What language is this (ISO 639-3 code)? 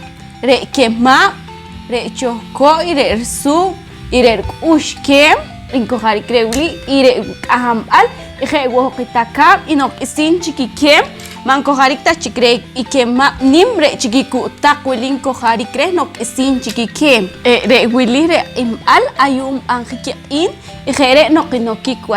poh